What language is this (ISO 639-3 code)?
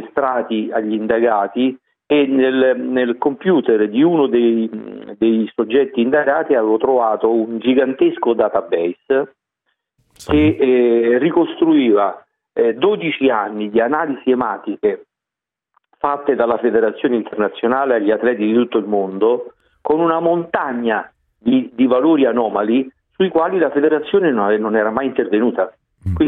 ita